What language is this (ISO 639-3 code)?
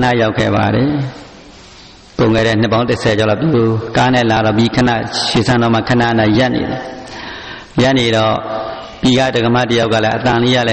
mya